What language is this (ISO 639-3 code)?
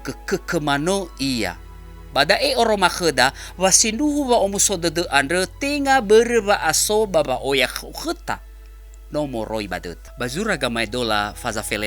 nia